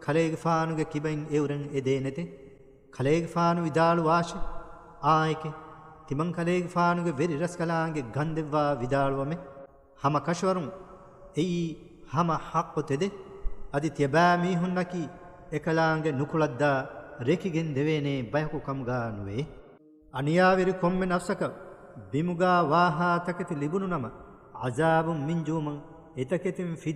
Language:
Divehi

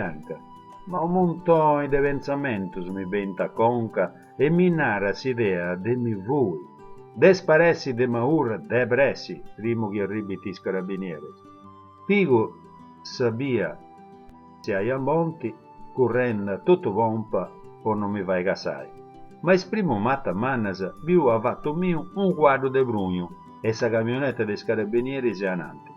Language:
Sardinian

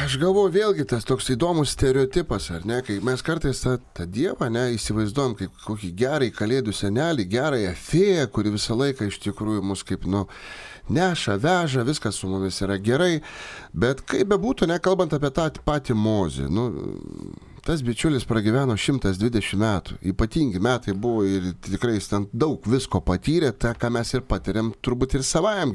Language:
Lithuanian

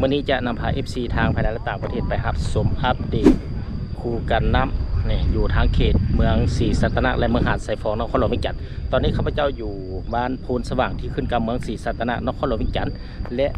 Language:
Lao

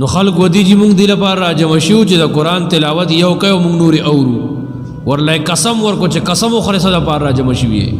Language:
Pashto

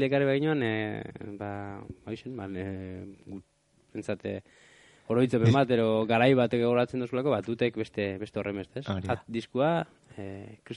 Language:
Basque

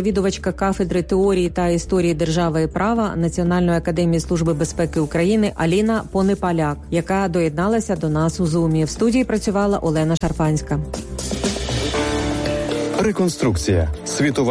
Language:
Ukrainian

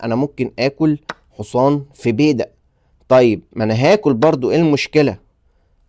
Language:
Egyptian Arabic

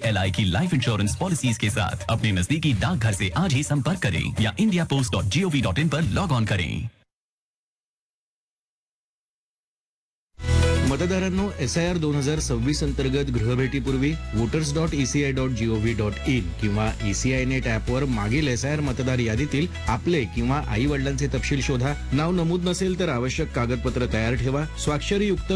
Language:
Marathi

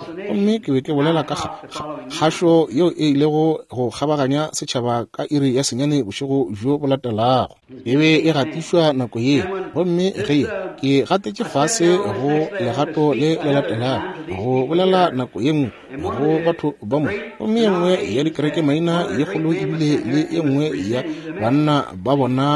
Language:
Northern Sotho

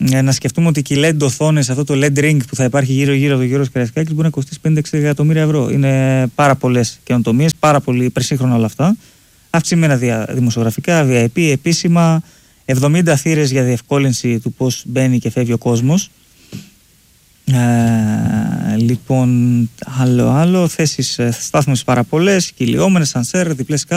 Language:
Greek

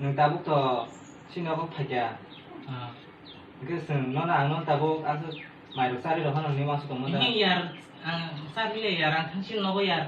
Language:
Kok Borok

